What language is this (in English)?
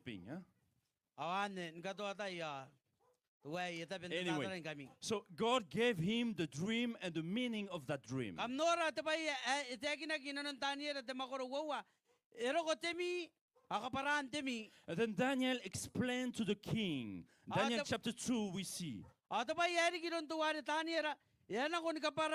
Gilbertese